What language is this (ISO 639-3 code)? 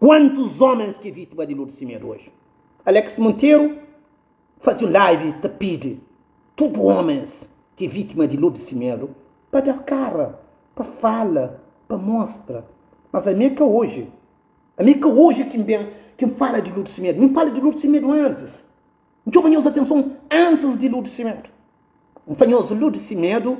kea